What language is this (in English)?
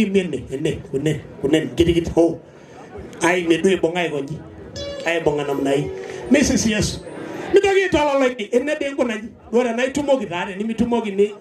Masai